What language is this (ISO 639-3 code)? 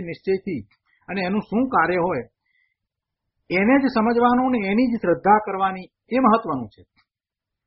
guj